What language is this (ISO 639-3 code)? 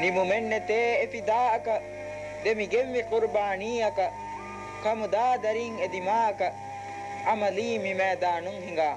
div